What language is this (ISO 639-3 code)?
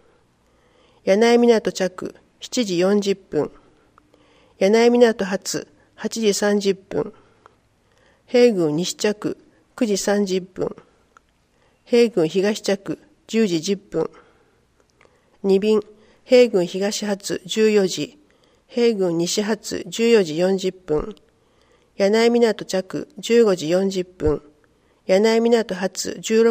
jpn